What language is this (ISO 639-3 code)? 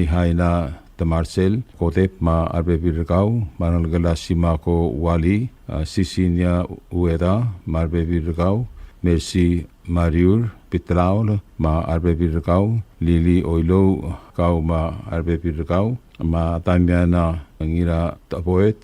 pau